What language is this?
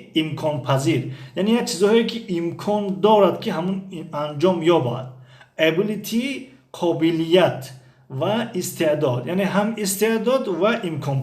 Tajik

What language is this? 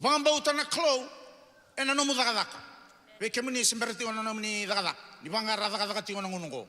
Fijian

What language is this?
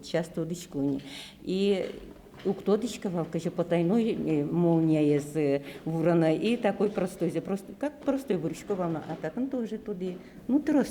Udmurt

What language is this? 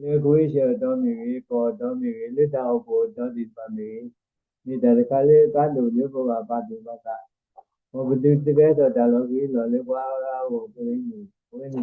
S'gaw Karen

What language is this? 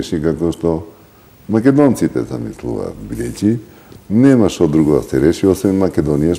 Macedonian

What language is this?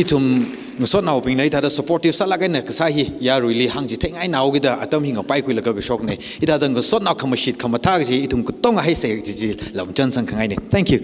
Tangkhul Naga (India)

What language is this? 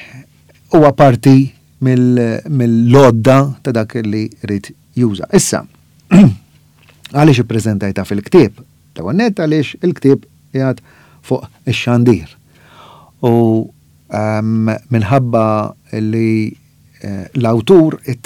Maltese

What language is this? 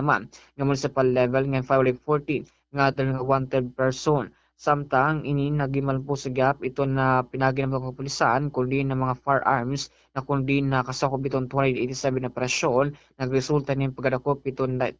Waray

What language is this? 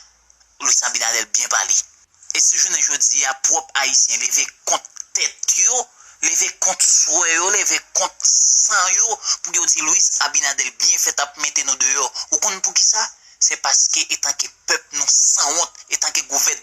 Haitian Creole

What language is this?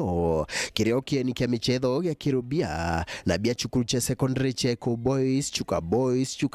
Meru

